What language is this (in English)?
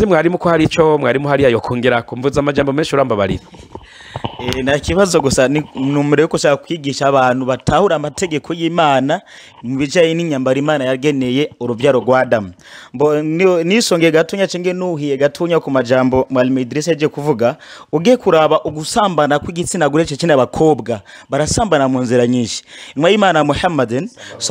Rundi